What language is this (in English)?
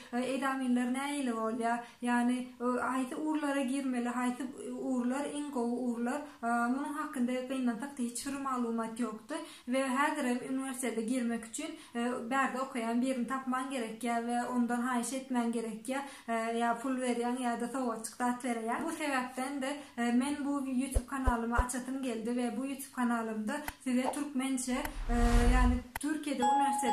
Turkmen